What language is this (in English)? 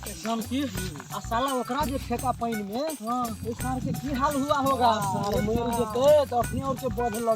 Maithili